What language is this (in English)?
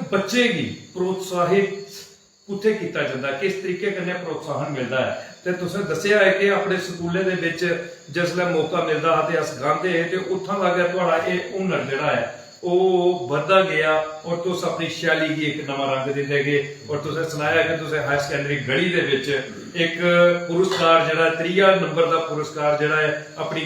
Dogri